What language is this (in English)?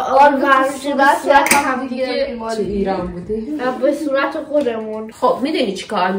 Persian